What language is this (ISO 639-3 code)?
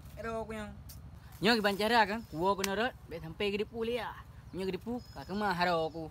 ace